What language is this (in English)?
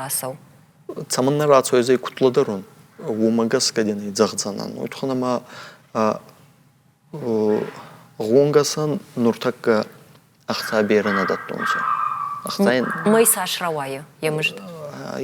Ossetic